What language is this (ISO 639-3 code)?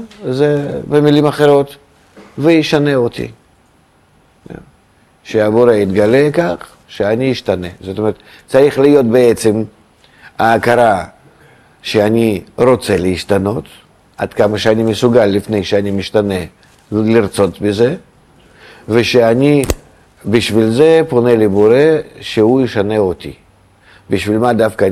heb